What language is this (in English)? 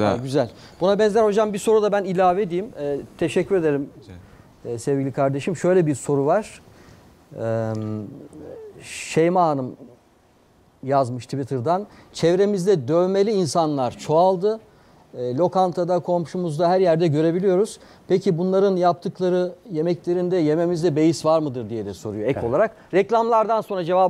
Turkish